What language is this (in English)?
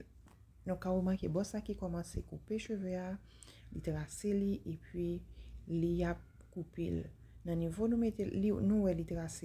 Haitian Creole